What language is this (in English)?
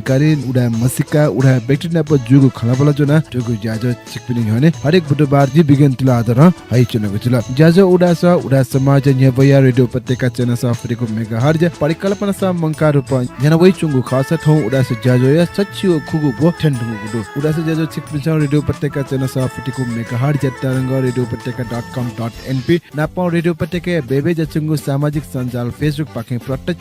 Newari